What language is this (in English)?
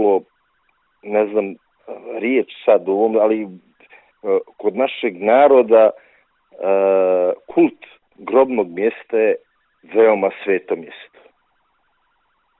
Serbian